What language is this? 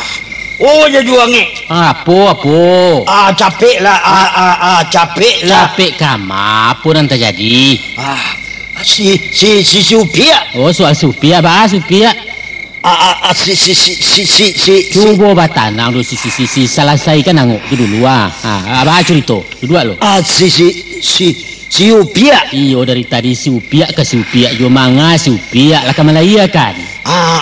Minangkabau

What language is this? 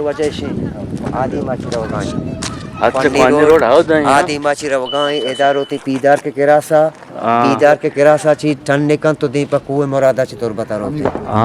Eastern Balochi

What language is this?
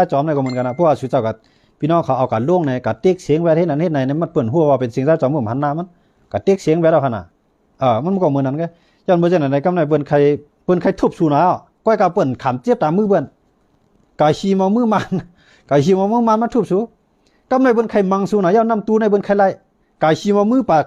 Shan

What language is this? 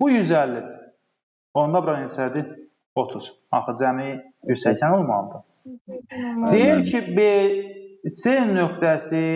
Azerbaijani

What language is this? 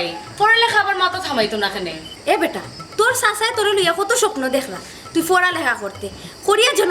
Sylheti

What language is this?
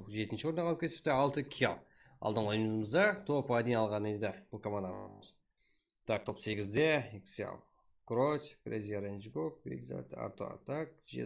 Kara-Kalpak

